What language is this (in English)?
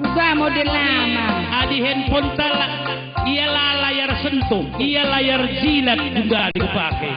Batak Karo